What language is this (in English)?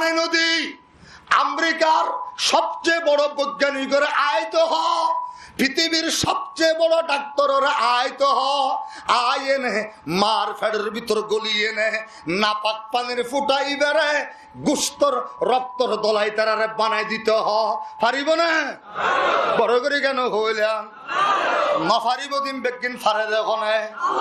Rohingya